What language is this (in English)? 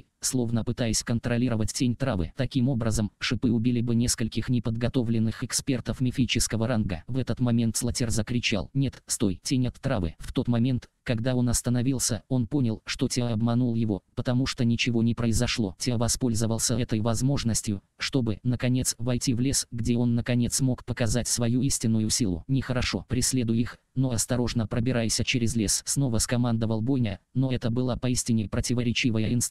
Russian